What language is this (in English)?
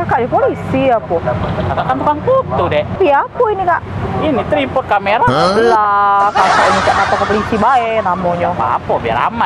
Musi